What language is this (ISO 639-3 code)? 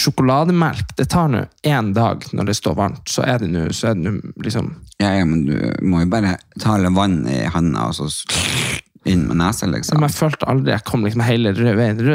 nor